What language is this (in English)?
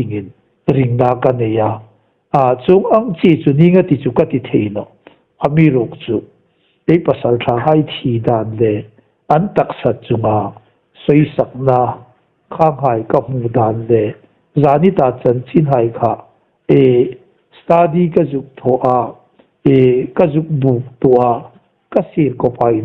Hmar